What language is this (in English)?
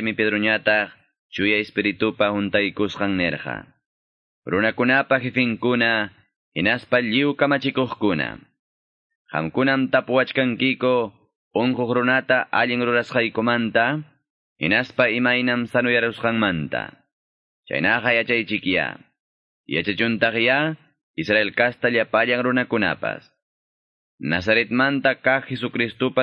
Quechua